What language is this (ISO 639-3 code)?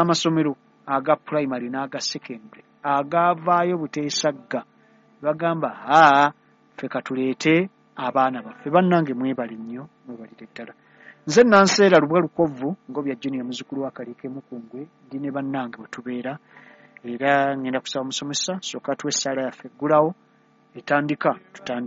lug